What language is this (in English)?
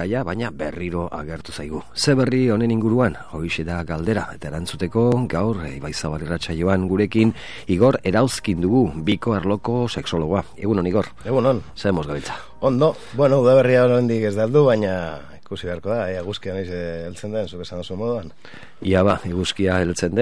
Basque